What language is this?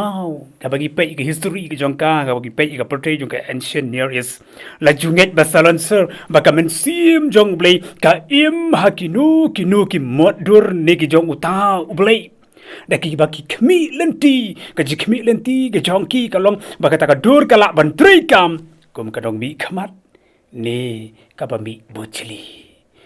Khasi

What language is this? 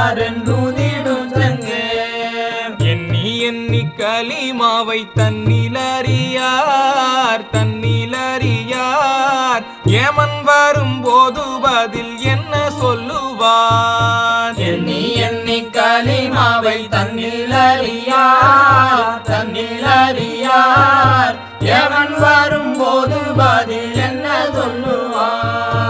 Tamil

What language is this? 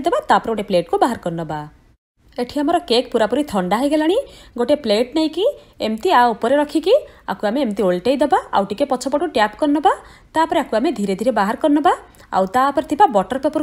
Odia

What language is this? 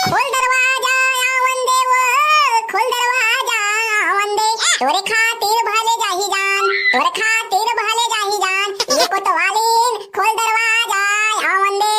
Chhattisgarhi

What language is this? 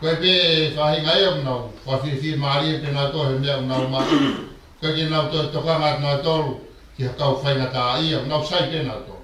Tongan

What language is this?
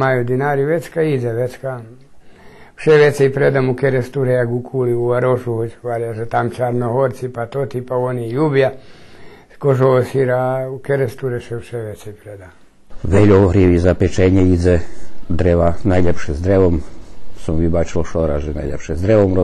Rusyn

